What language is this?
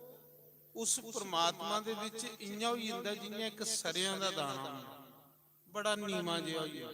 Dogri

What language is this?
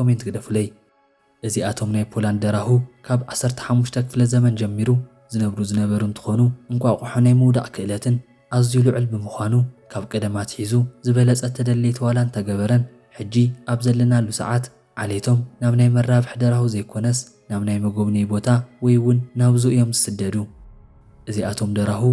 Tigrinya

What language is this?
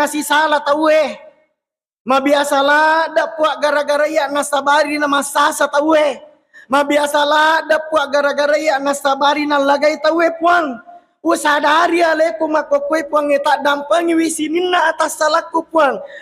Buginese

